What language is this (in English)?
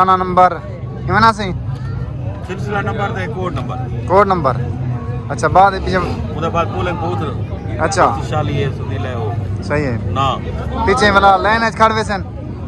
Saraiki